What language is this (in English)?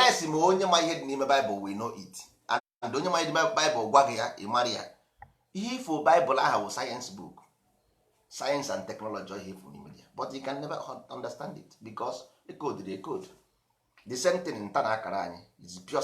Igbo